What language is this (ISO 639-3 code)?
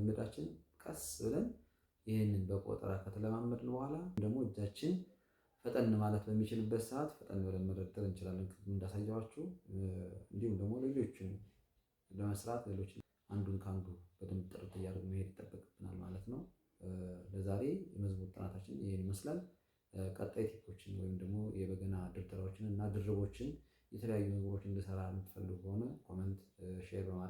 amh